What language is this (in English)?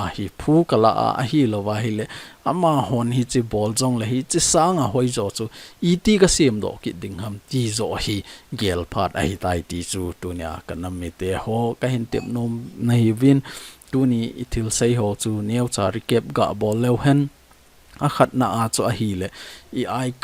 Thado Chin